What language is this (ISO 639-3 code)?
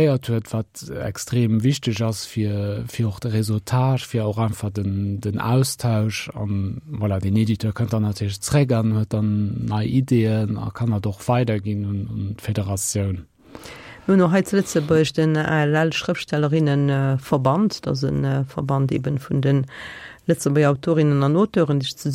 ltz